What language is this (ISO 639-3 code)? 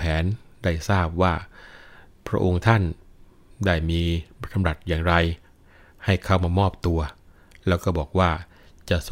tha